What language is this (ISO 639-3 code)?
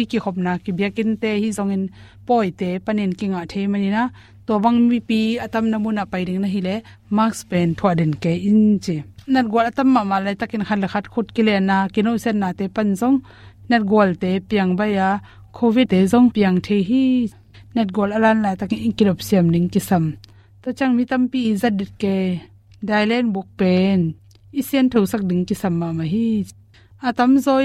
ctd